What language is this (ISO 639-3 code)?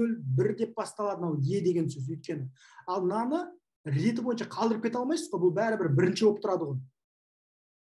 kaz